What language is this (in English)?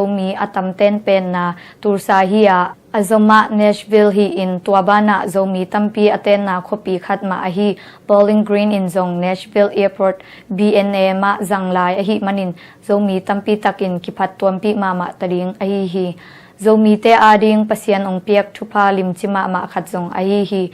Tedim Chin